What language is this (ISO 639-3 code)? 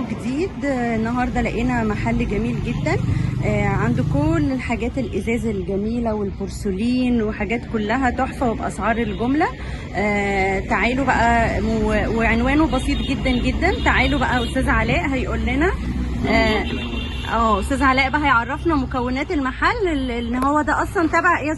arz